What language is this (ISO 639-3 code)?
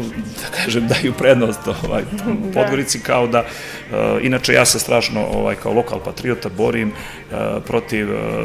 srp